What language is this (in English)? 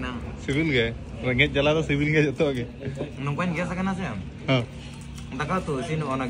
Santali